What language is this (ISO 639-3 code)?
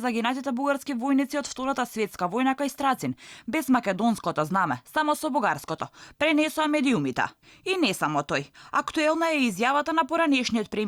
mkd